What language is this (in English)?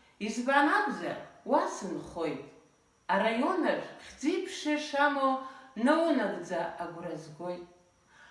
Abkhazian